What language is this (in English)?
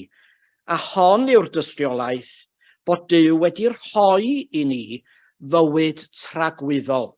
Welsh